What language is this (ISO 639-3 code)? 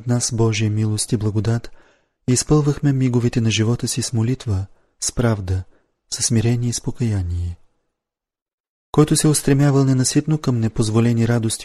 bul